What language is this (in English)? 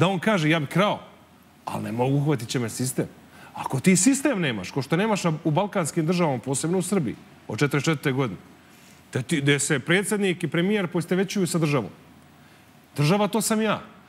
Serbian